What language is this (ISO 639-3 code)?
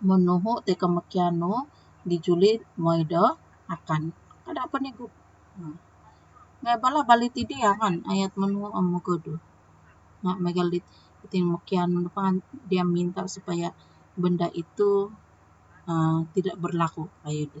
dtp